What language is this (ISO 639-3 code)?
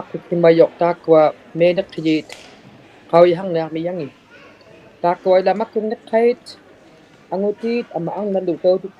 iku